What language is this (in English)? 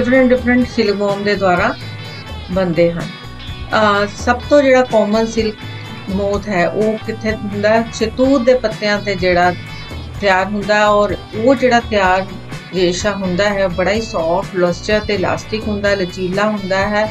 Punjabi